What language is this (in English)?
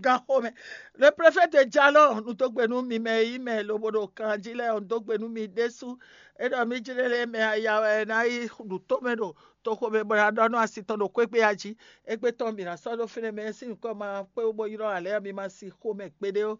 Fon